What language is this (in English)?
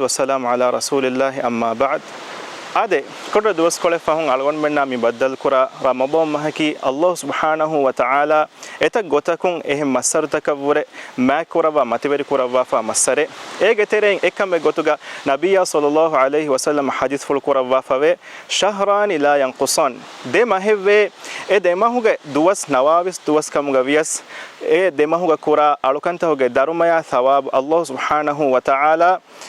Divehi